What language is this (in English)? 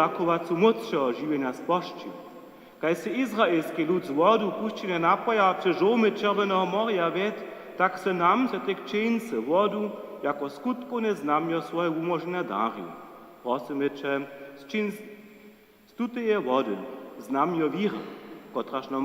Upper Sorbian